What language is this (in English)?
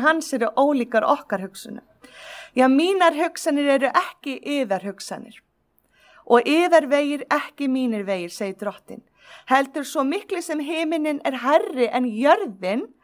Icelandic